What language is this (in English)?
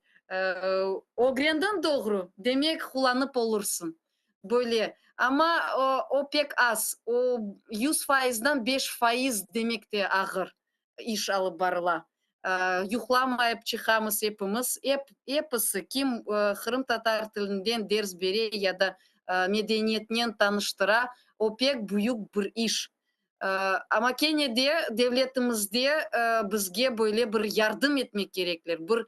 Crimean Tatar